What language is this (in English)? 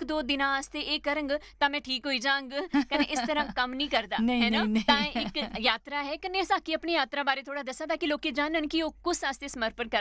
Dogri